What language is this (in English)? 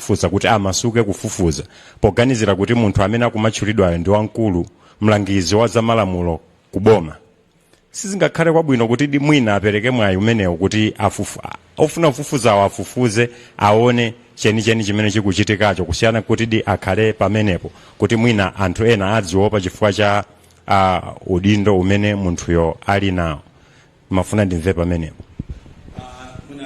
Nyanja